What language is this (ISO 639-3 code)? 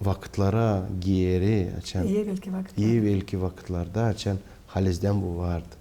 gag